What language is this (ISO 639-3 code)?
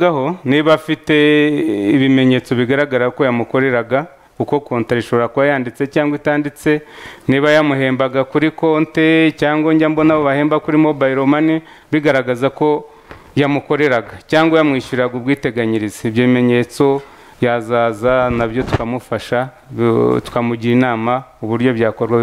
kin